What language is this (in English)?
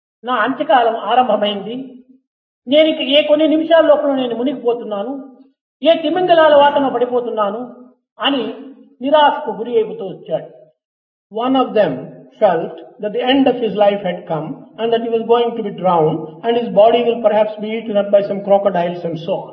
Telugu